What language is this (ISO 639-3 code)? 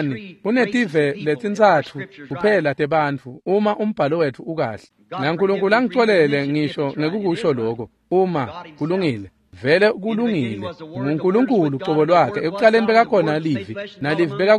ssw